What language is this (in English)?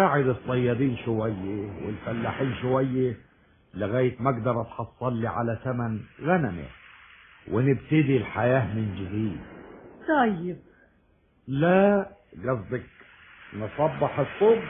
Egyptian Arabic